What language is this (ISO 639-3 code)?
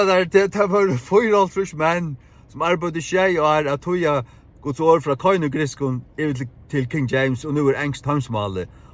fao